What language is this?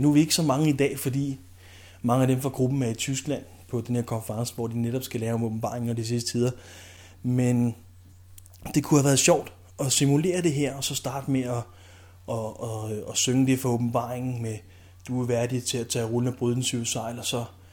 Danish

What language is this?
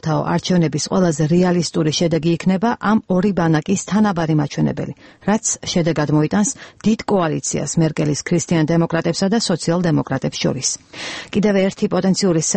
Georgian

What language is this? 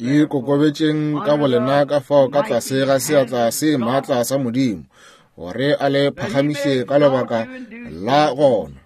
Northern Sotho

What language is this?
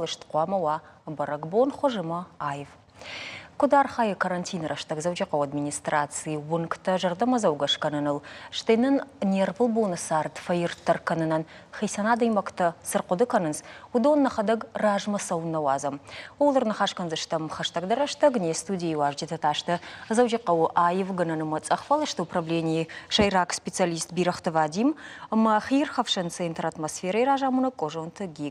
Ossetic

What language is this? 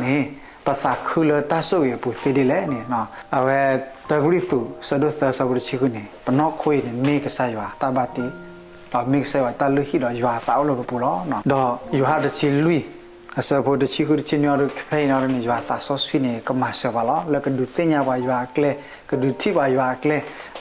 S'gaw Karen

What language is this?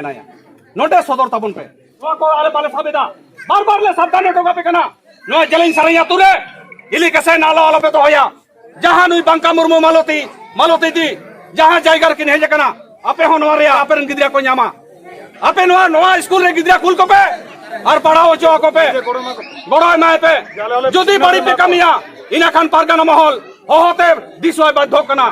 Santali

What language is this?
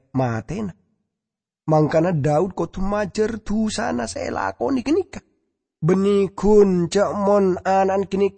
Madurese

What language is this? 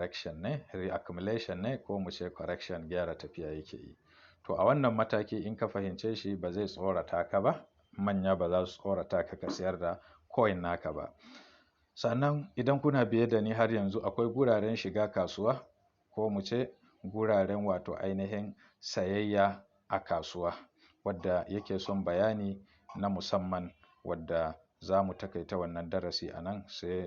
Hausa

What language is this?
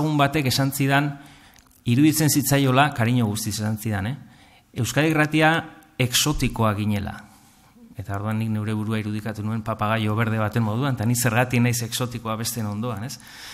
Basque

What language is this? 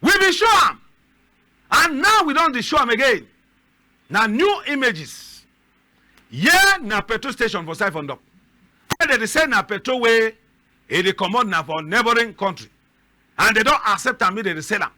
Cameroon Pidgin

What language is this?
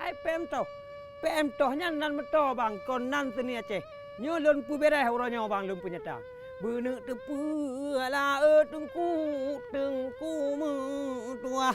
Achinese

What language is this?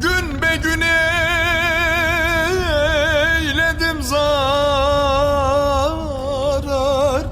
Zaza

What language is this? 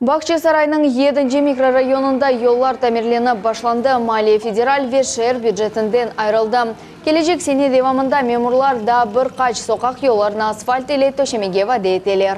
Crimean Tatar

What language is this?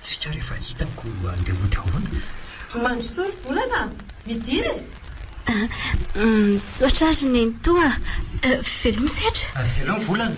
Malagasy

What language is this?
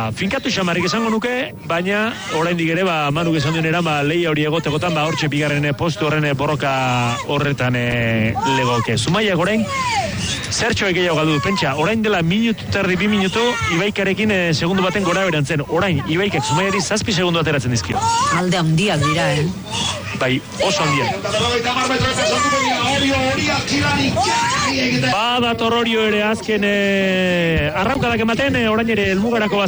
Basque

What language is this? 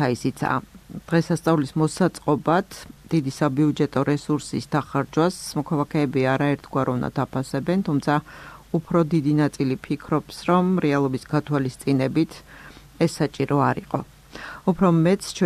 Georgian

